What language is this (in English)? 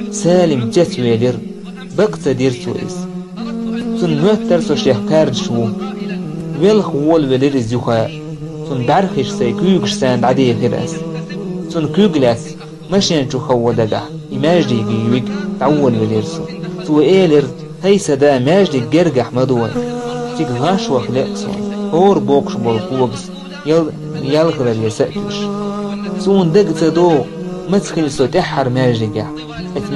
Chechen